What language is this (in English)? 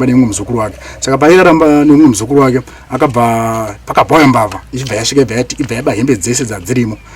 Shona